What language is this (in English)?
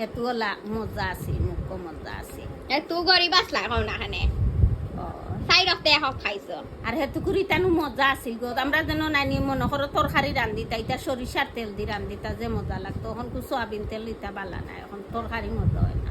Sylheti